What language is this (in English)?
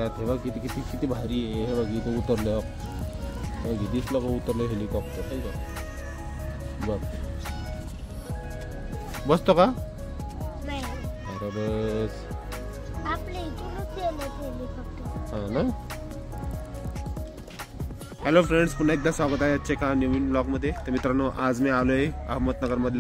Marathi